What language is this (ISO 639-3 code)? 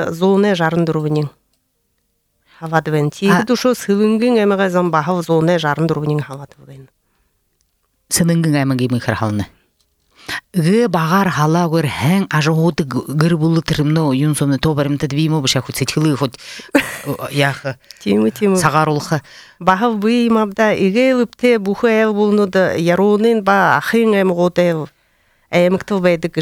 bua